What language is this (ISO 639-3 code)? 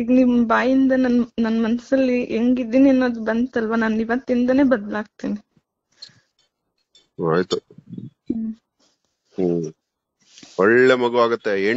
kan